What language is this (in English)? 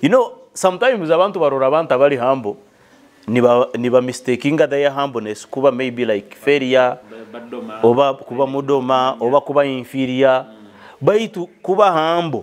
Nyoro